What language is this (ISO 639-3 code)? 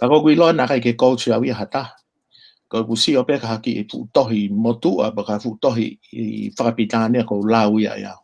ton